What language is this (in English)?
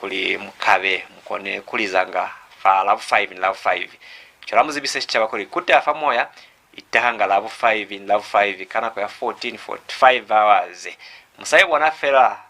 Lozi